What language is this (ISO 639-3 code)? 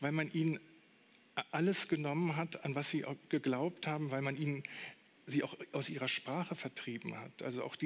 deu